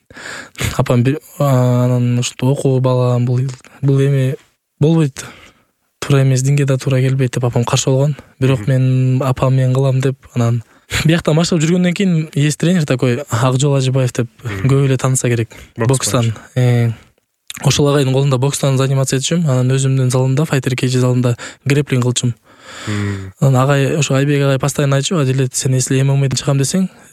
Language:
Kyrgyz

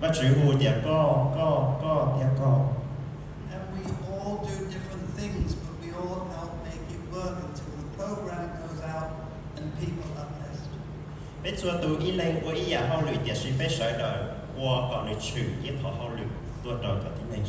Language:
Hmong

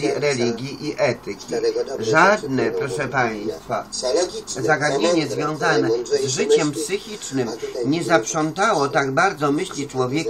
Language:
Polish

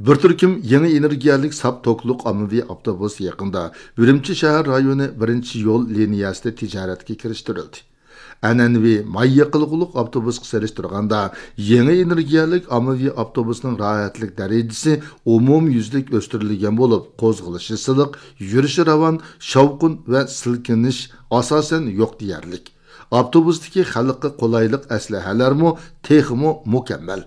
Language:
Uyghur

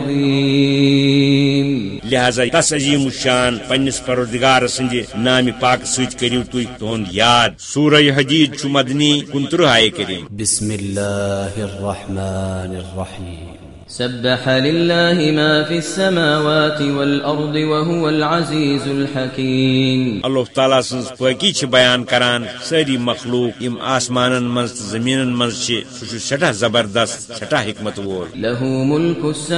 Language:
Kashmiri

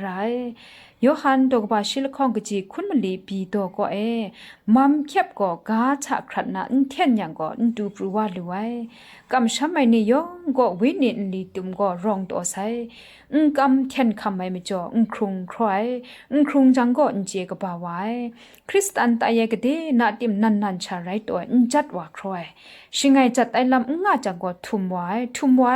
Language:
Kachin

